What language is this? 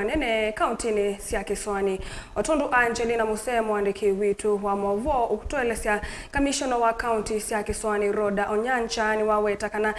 Kamba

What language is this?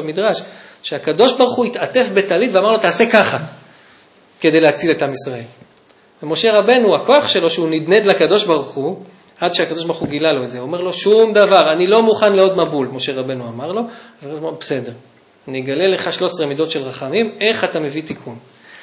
Hebrew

